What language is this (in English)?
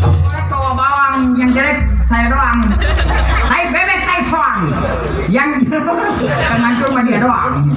Betawi